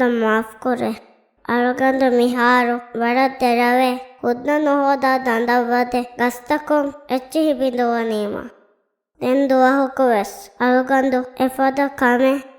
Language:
Divehi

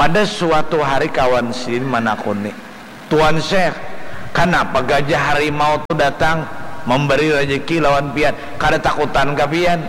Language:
Banjar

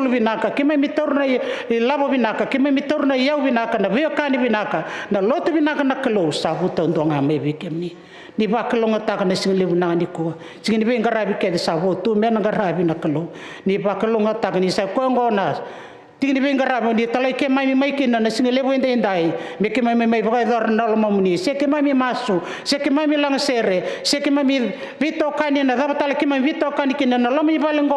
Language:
Fijian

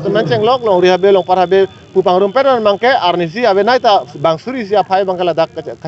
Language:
Karbi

